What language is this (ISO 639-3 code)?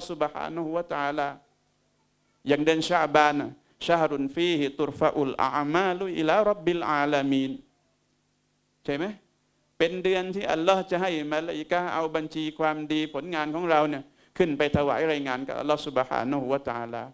tha